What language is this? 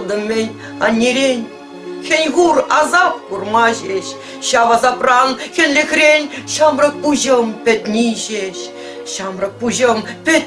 Chuvash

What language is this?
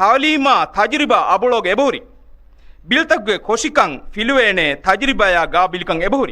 Divehi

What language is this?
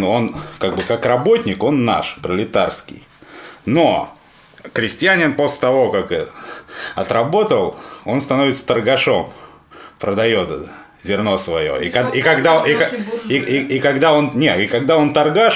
Russian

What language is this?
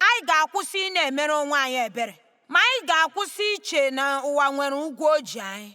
Igbo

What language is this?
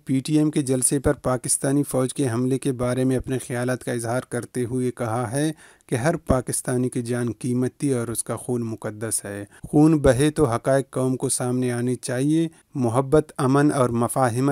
Urdu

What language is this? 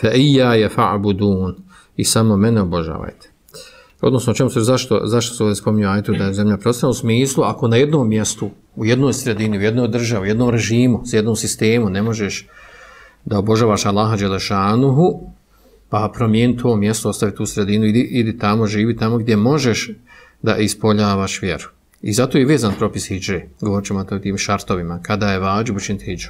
Bosnian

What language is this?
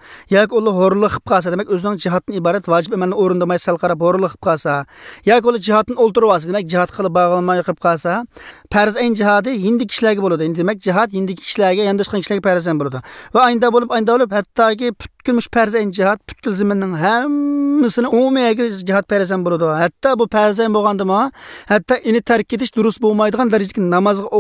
Uyghur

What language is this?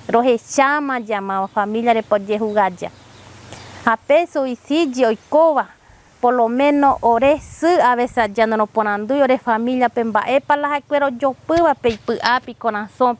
Guarani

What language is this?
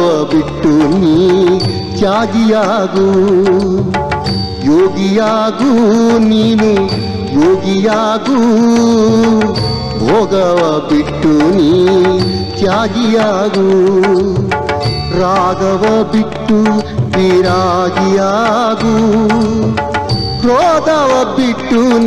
Kannada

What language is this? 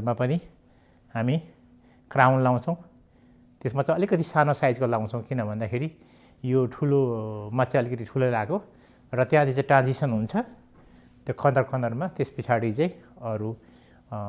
Nepali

